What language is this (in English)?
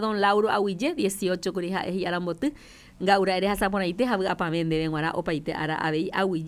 Guarani